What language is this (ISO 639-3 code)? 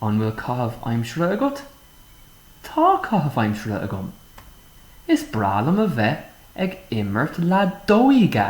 gle